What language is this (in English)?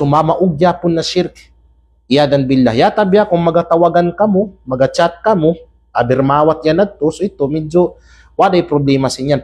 Kalagan